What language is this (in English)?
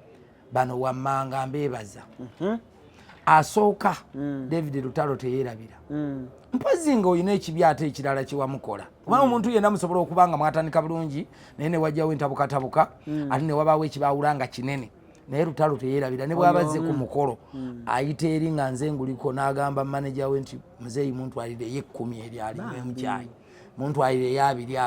Ganda